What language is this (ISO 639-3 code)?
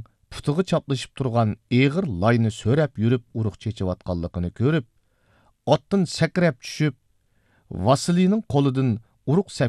uig